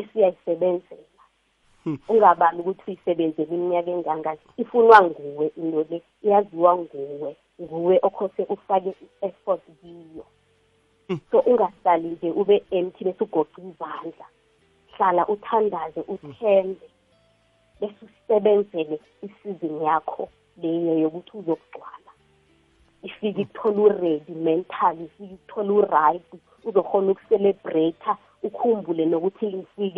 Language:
South Ndebele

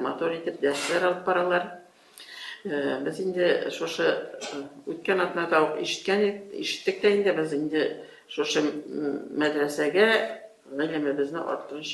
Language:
Tatar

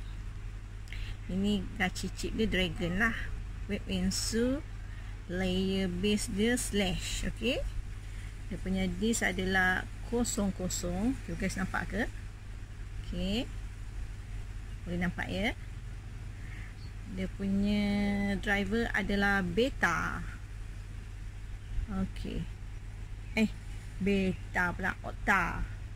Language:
Malay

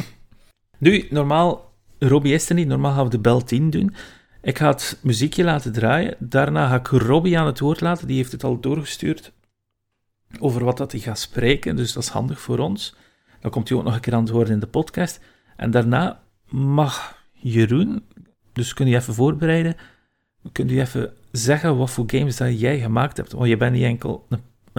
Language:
Dutch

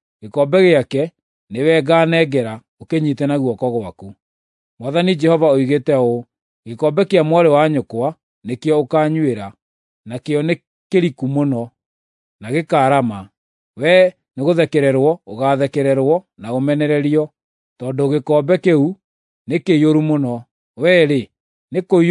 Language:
Kikuyu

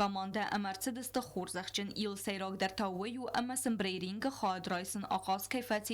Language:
Ossetic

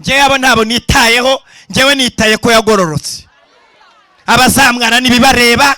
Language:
Kinyarwanda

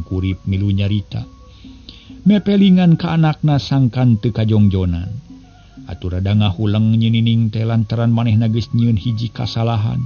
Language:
Sundanese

